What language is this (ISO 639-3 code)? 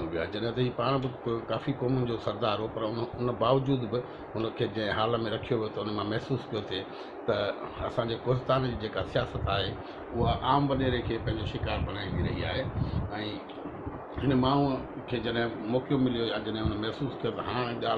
snd